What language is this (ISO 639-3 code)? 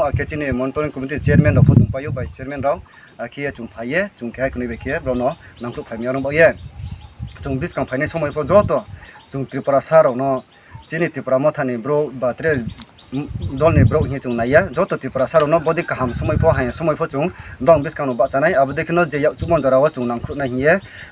ria